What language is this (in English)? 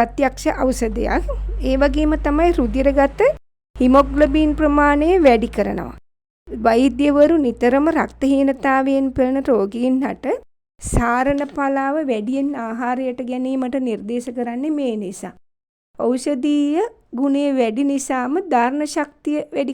Sinhala